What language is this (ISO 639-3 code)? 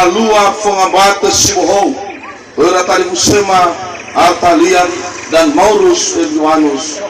nia